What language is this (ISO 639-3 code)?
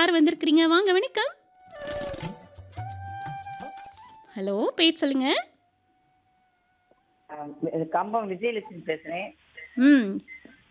tam